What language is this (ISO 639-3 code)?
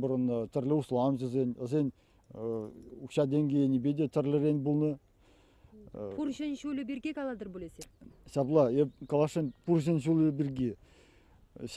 chv